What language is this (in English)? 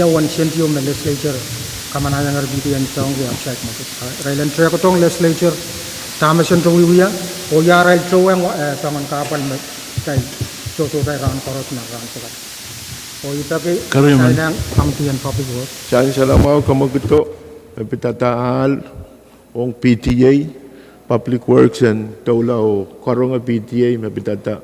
Pohnpeian